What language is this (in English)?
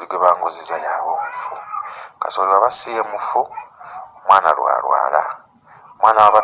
Ganda